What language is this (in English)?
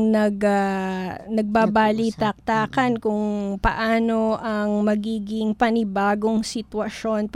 Filipino